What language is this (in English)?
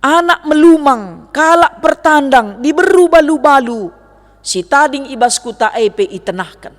Batak Karo